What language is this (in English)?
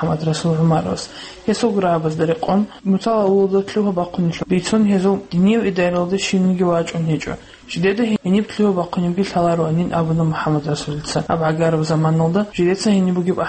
Avaric